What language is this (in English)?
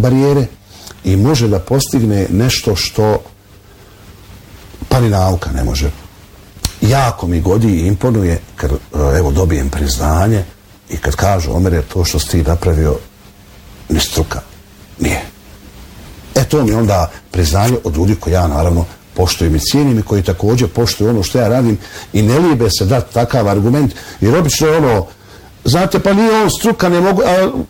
Bosnian